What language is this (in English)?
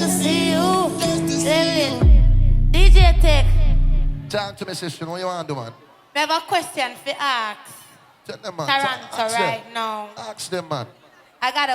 Jamaican Creole English